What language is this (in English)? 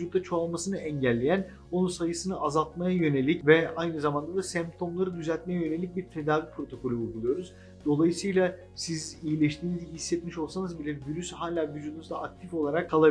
Turkish